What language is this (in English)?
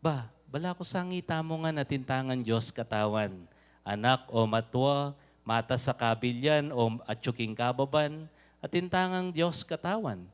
Pampanga